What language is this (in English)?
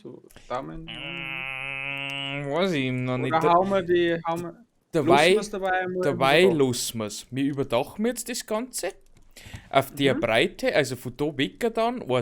Bavarian